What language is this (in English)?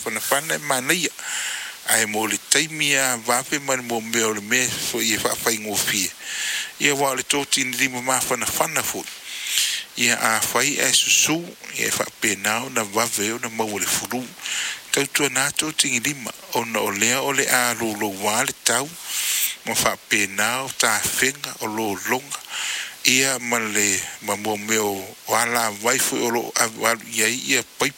Samoan